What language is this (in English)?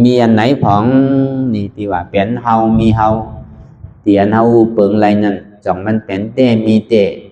Shan